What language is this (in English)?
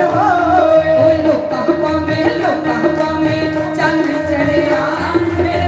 Dogri